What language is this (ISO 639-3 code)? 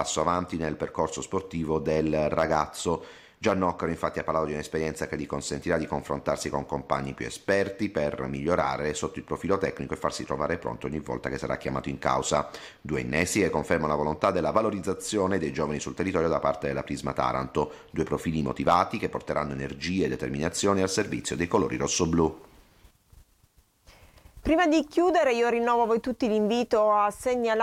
ita